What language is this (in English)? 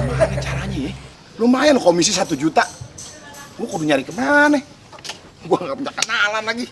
Betawi